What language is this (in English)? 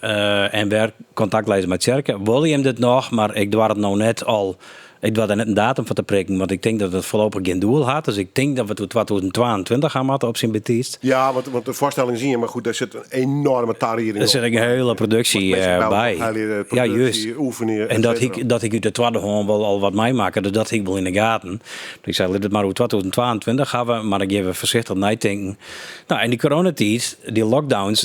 Western Frisian